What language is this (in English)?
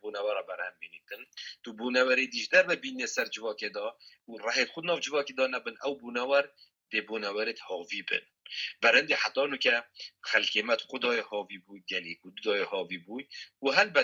Kurdish